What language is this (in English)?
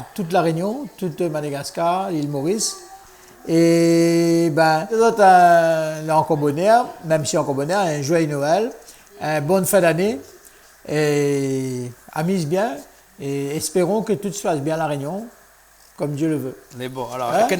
Réunion Creole French